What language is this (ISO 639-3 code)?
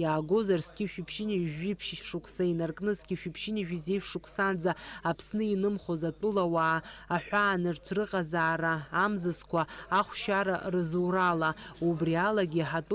abk